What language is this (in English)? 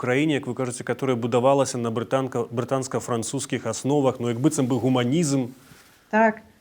Belarusian